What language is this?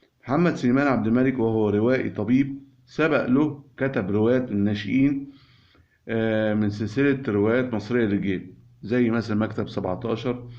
Egyptian Arabic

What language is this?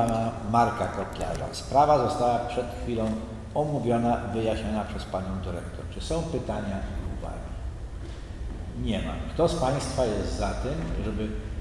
Polish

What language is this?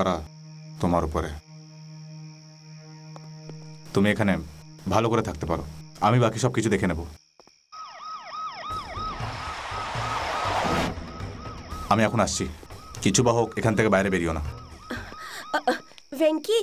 Bangla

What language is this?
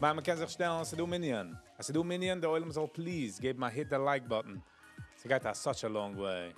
Yiddish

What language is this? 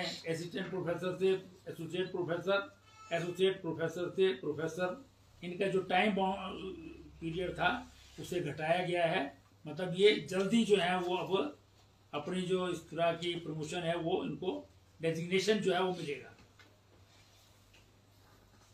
Hindi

